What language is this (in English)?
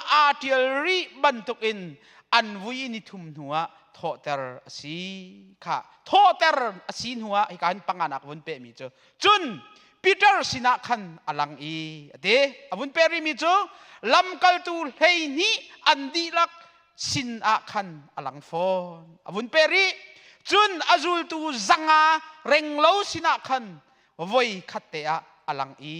Hakha Chin